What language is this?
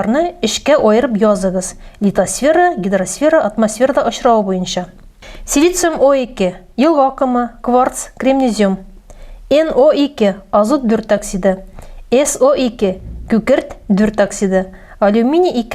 Tatar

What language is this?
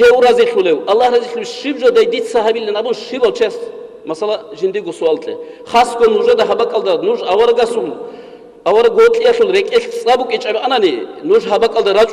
Avaric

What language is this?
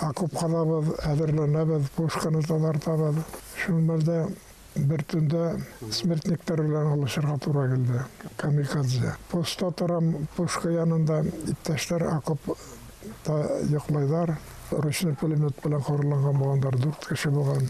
Bashkir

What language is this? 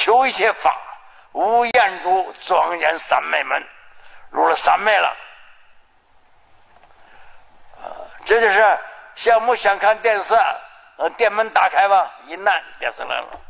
Chinese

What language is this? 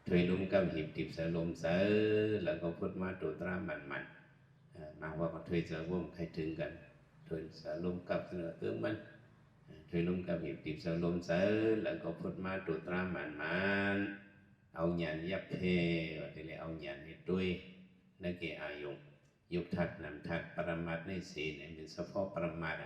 Shan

